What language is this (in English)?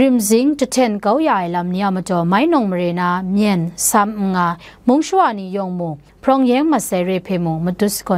Kachin